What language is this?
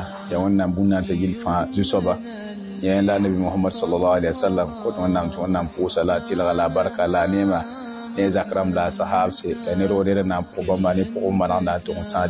Mossi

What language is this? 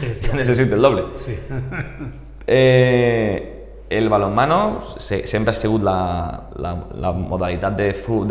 Catalan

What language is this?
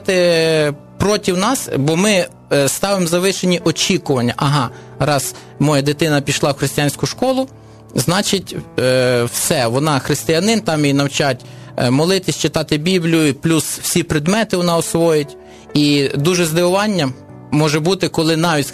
Ukrainian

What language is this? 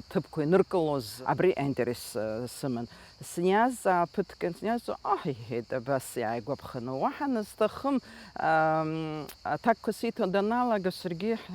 Abkhazian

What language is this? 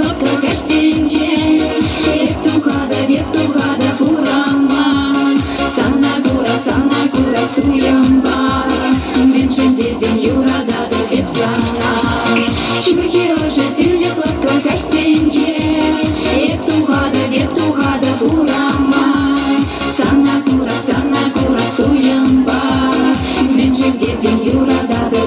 Chuvash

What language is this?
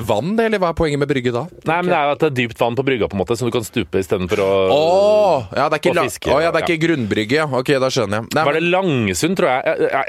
Norwegian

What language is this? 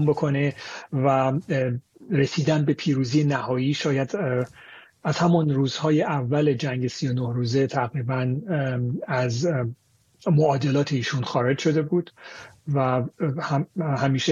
Persian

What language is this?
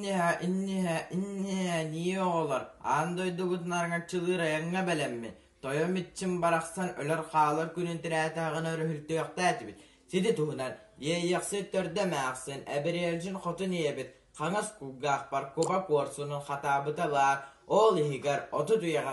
Yakut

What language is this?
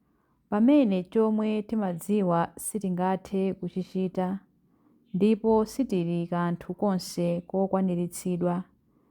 Nyanja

